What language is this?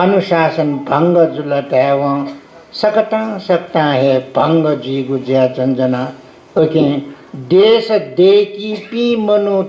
Newari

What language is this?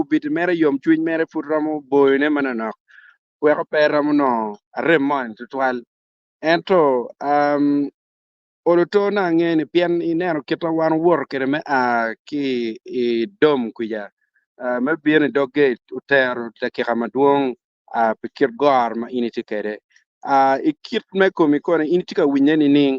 Acoli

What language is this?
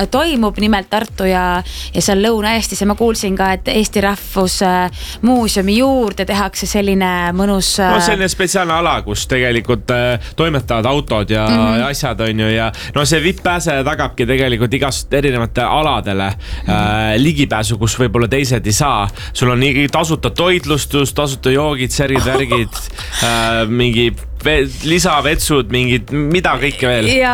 Estonian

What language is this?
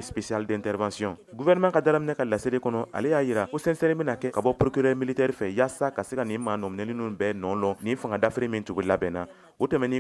Bambara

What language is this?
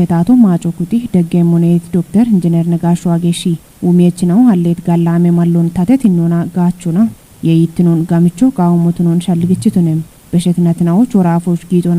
Kafa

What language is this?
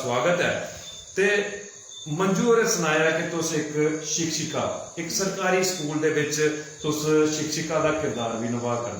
Dogri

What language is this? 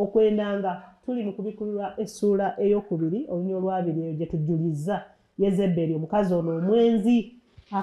Ganda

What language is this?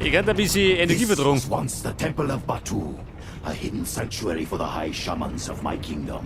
Bavarian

